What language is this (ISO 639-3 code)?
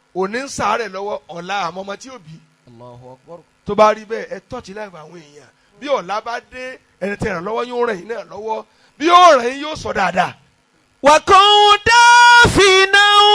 yor